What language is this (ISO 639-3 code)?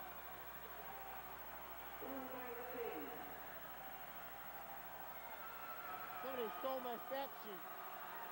eng